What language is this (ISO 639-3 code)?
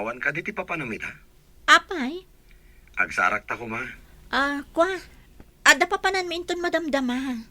ilo